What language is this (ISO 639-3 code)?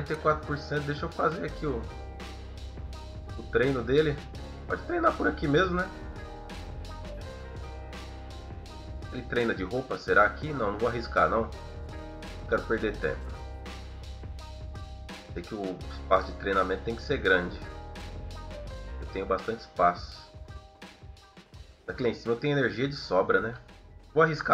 por